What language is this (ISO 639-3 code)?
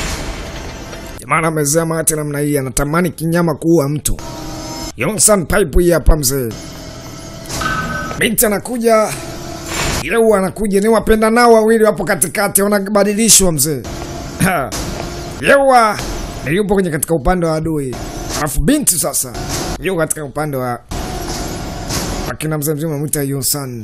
swa